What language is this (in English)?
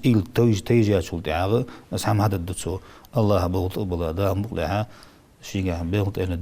Ingush